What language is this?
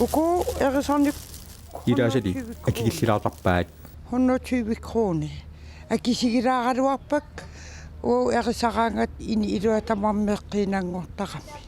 Kalaallisut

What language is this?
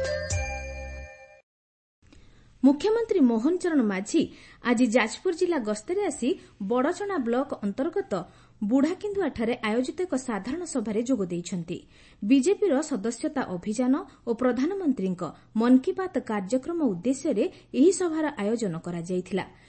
Odia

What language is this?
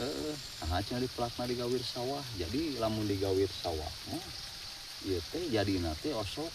Sundanese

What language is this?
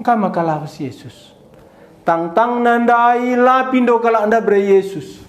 Batak Karo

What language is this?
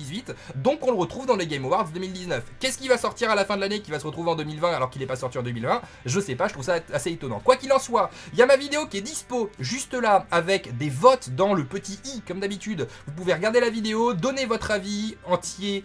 French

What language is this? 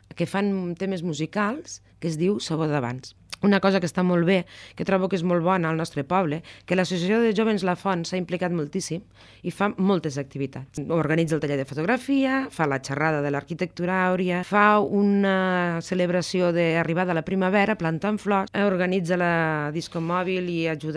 Catalan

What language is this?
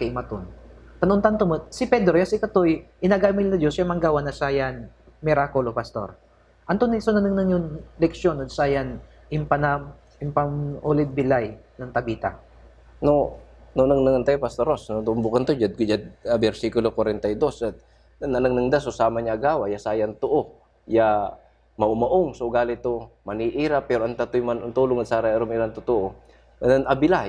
Pangasinan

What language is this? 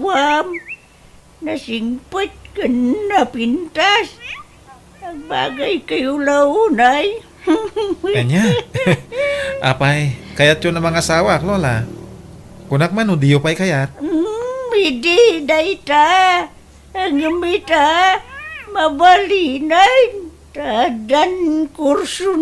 Iloko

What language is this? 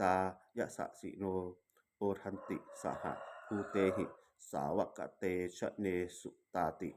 Pali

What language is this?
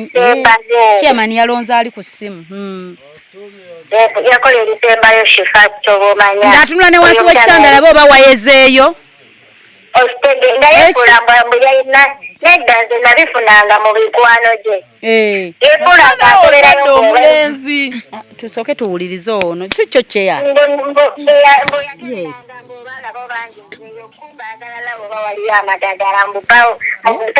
Ganda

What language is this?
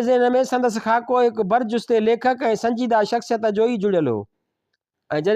Sindhi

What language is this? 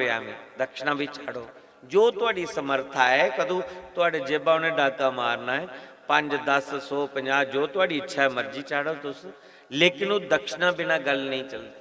Dogri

